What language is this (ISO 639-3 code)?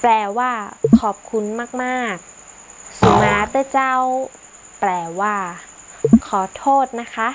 nod